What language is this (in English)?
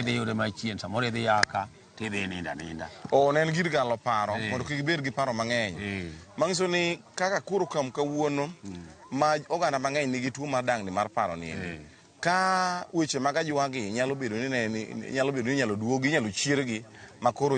Luo (Kenya and Tanzania)